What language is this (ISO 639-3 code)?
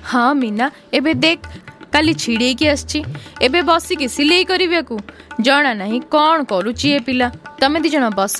ori